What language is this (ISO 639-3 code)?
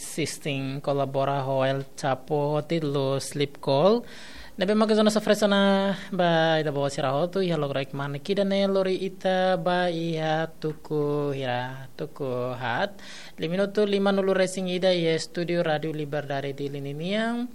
tet